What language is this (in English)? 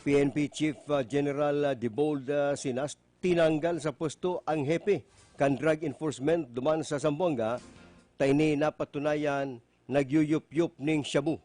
Bikol